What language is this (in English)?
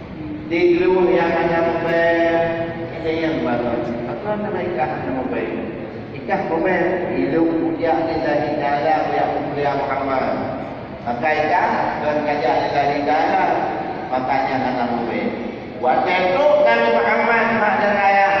Achinese